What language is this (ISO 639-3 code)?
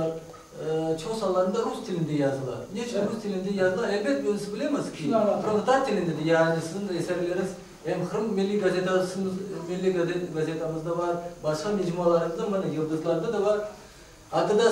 crh